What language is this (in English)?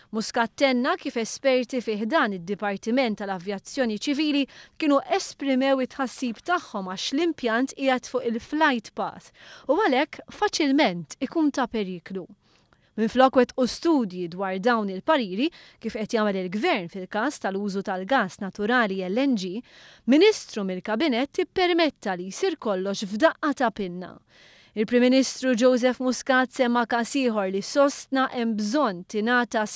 Maltese